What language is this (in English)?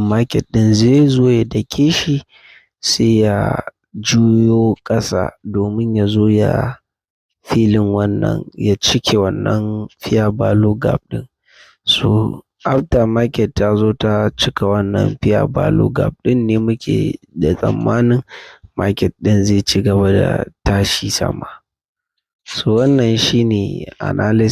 Hausa